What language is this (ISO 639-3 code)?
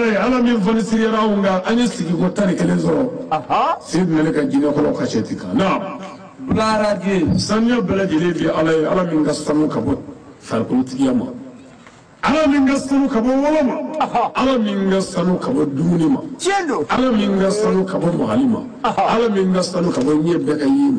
bam